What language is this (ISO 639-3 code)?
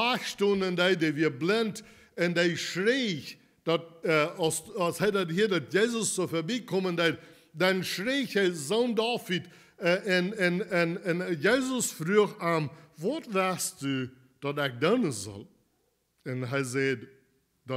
pdt